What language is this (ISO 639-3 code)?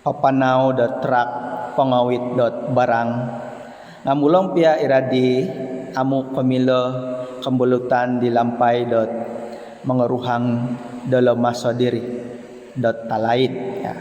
dtp